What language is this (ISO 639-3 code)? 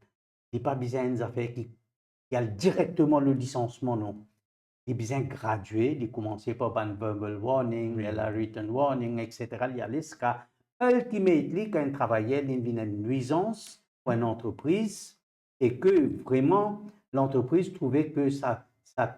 mfe